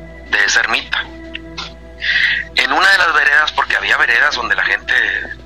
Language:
Spanish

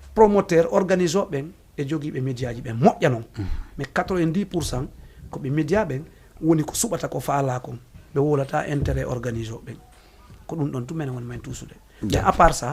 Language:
Fula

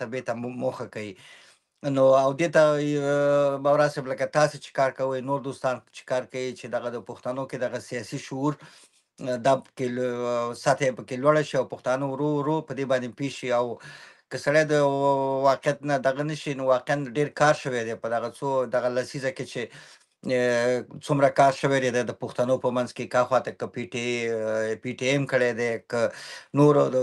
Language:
Pashto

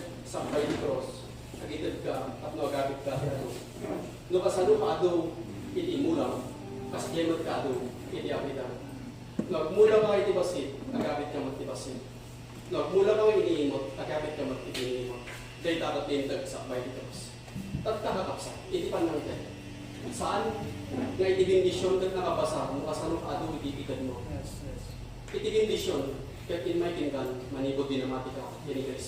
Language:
Iloko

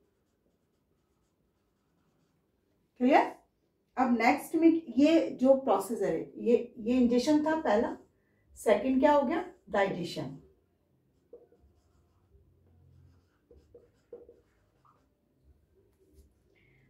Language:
Hindi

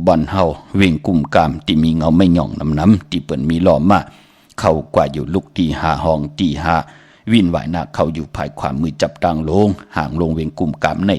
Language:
Shan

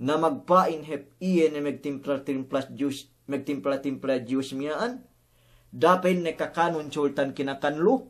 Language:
Yakan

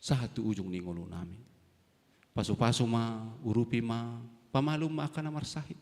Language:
Batak Toba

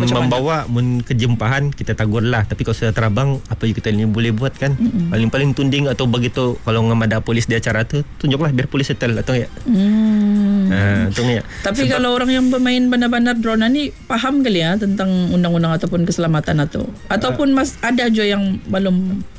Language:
Malay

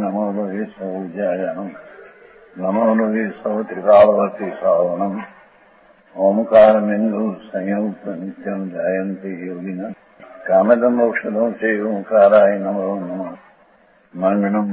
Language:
Gujarati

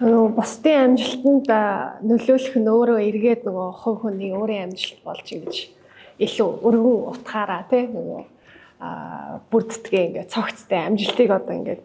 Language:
Mongolian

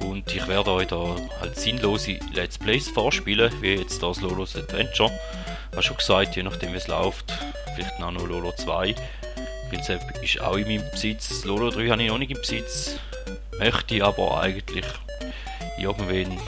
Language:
Swiss German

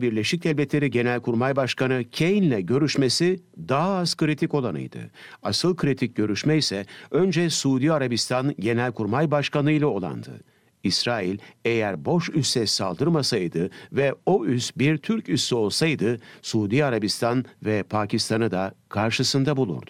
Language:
Turkish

